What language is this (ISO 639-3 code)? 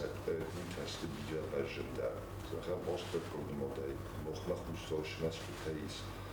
oss